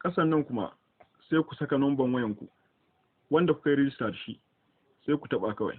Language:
Hausa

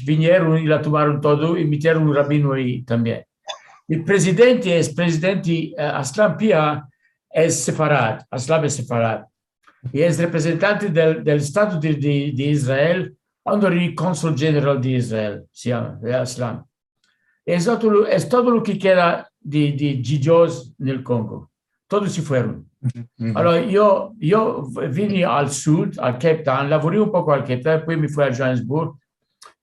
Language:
Ladino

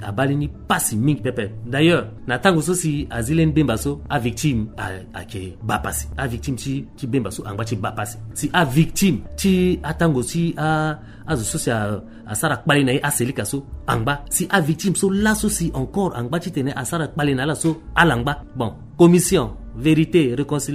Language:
Sango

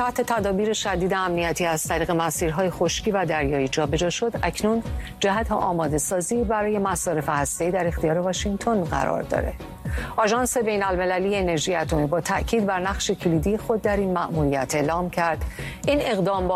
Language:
Persian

